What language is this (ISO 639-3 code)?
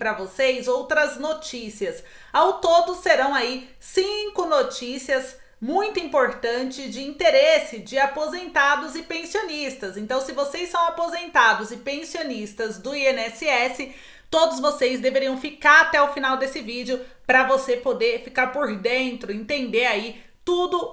por